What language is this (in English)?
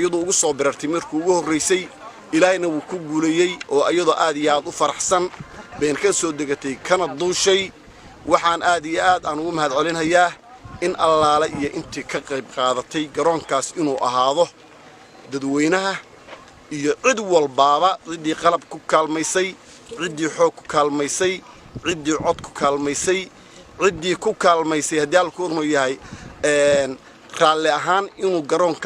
Somali